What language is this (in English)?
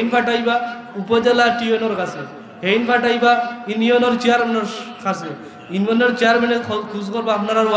Sylheti